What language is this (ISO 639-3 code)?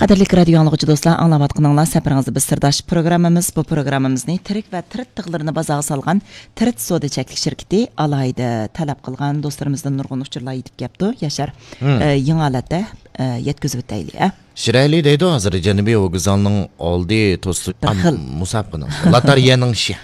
uig